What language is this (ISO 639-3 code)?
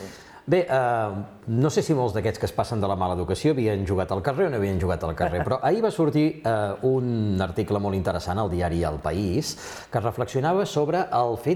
cat